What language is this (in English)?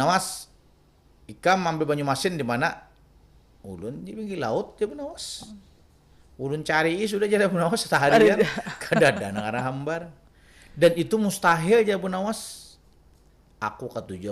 Banjar